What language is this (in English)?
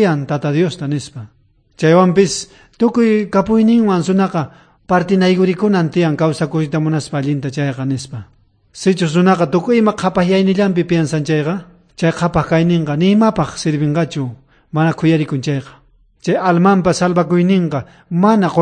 South Bolivian Quechua